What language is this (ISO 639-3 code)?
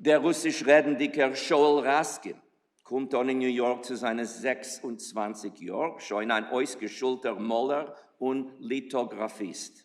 yid